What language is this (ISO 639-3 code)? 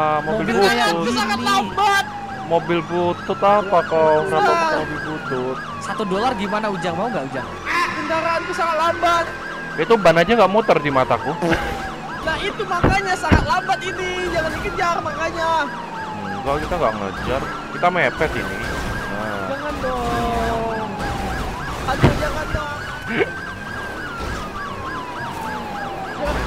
ind